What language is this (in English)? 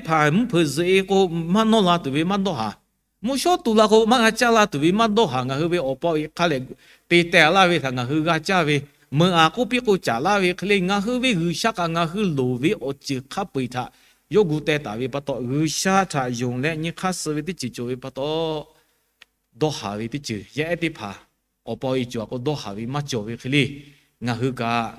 Lahu